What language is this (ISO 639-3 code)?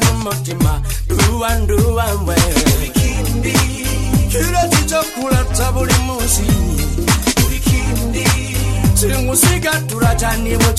kin